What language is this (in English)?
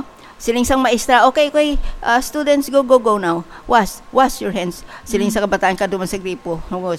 Hiligaynon